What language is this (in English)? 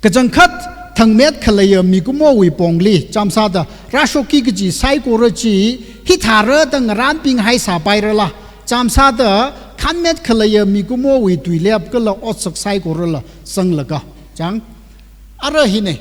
Tangkhul Naga (India)